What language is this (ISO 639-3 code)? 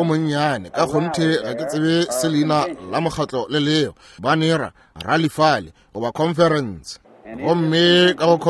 nso